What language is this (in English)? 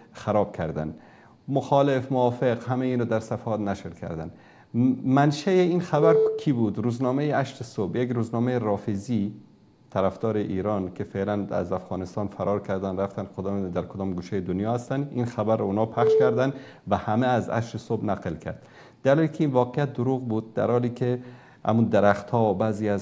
Persian